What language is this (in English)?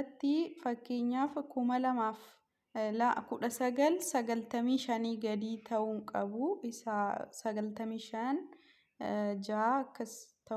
Oromo